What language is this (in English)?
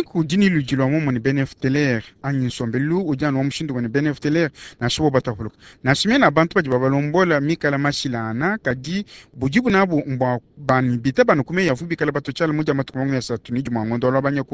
Luba-Lulua